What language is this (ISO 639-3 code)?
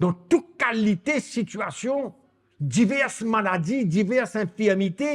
mfe